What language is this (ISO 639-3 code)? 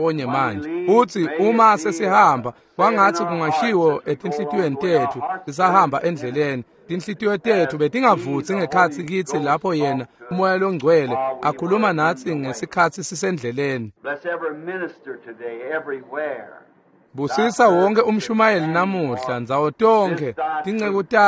ssw